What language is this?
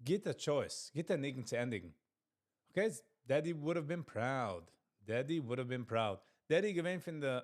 Yiddish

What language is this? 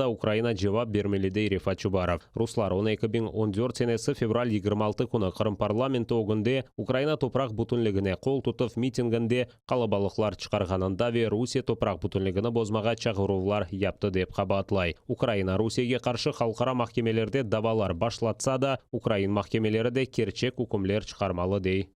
Crimean Tatar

